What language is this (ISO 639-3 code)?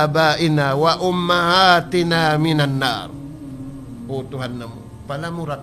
tsg